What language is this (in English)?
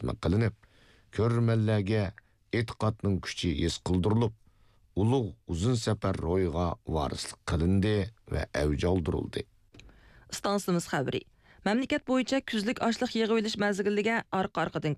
Uyghur